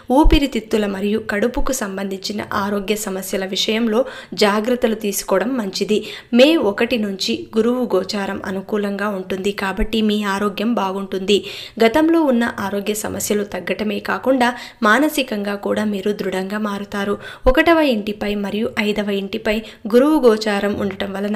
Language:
Telugu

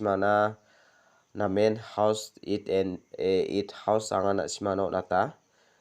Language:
Garo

